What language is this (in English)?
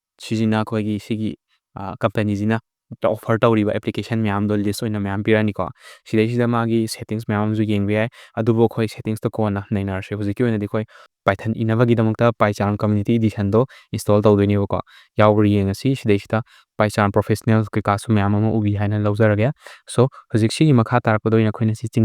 Manipuri